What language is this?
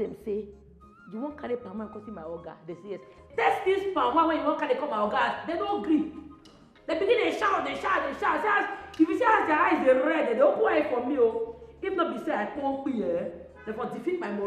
Nigerian Pidgin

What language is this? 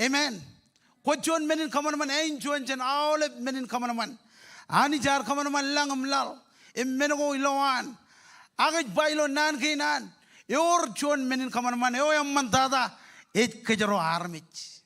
Marshallese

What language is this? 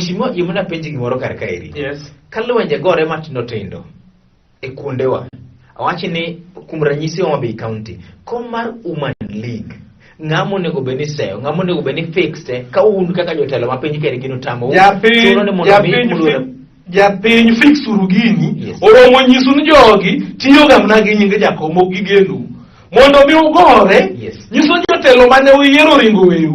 Luo (Kenya and Tanzania)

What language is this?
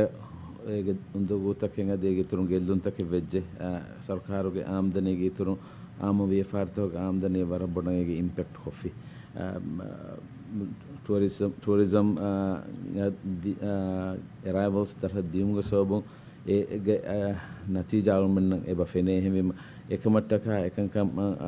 Divehi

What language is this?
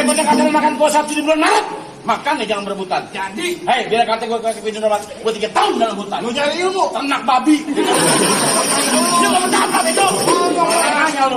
Betawi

